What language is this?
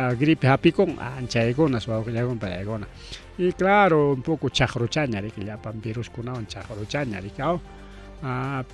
Ayacucho Quechua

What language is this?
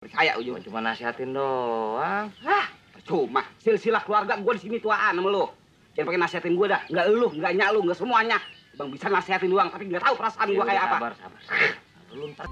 Betawi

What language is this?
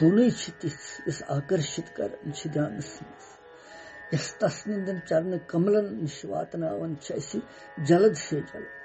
Kashmiri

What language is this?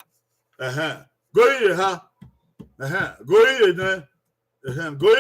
Bini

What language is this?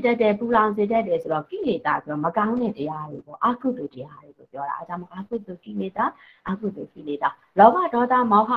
Burmese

